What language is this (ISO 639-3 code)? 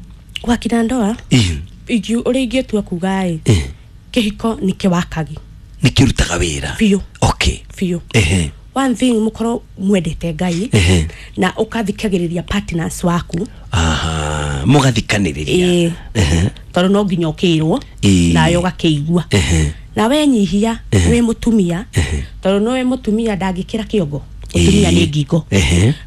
kik